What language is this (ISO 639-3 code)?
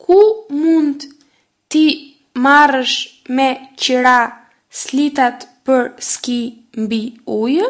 sqi